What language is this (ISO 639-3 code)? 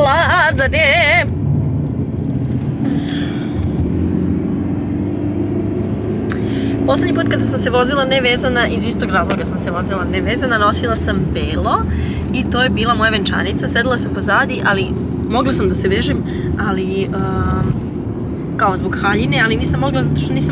srp